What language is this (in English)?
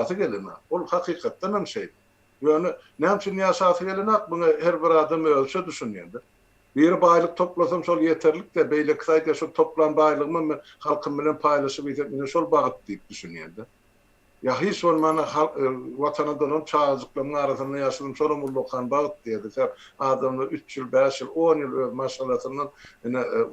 Turkmen